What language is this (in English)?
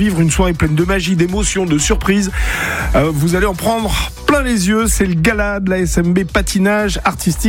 French